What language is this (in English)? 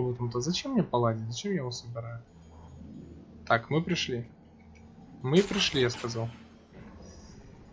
Russian